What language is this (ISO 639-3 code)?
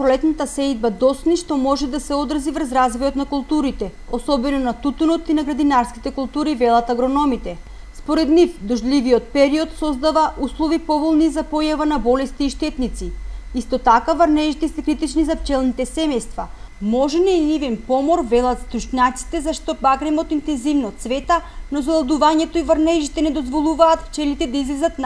mkd